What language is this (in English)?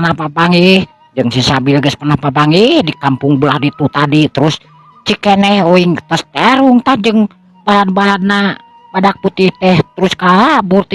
Sundanese